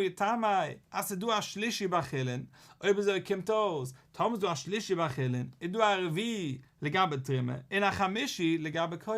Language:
Yiddish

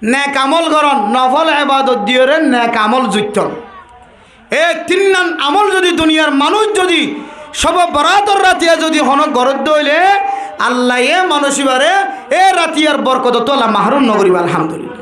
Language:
Rohingya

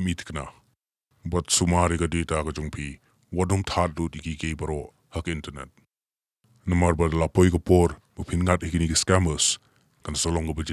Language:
Khasi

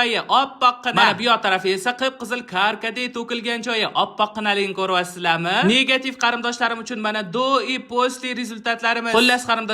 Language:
Uzbek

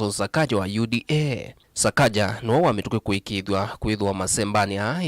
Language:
Kamba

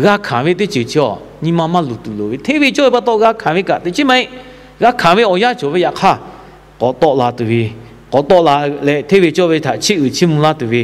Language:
Lahu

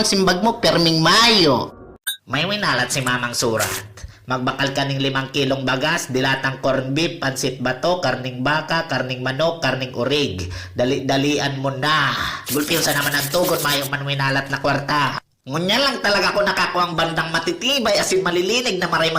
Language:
Bikol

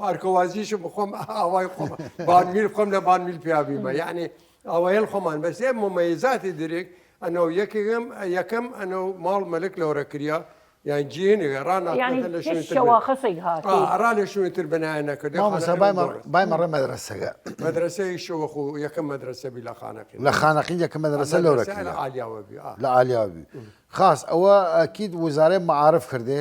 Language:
Southern Kurdish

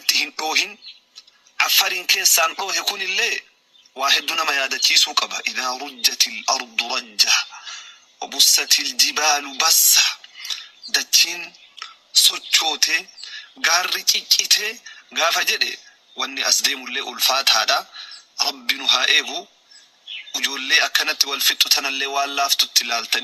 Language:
Oromo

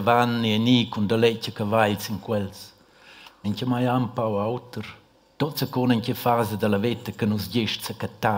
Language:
Romansh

